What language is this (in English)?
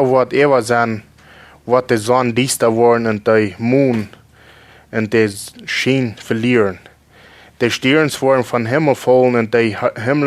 Plautdietsch